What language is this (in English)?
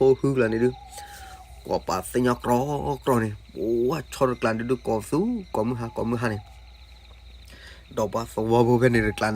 S'gaw Karen